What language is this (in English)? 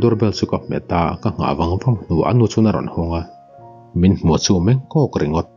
Mizo